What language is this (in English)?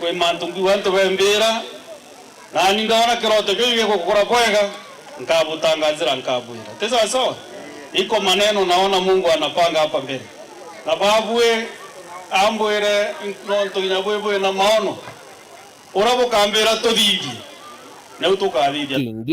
Meru